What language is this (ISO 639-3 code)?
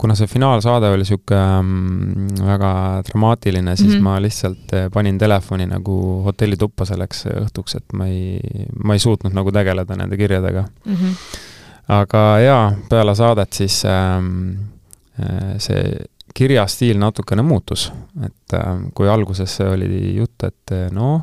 est